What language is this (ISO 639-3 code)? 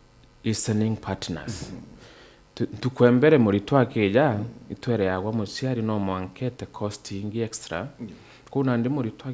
mer